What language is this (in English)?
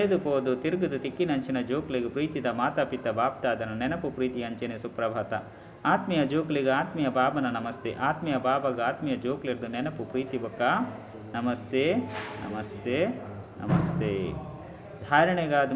Tulu